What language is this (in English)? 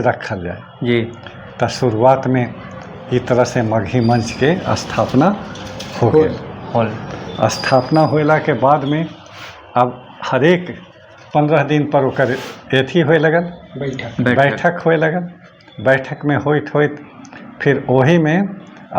Magahi